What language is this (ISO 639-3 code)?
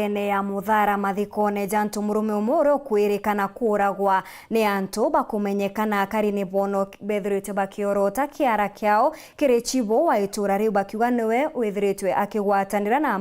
mer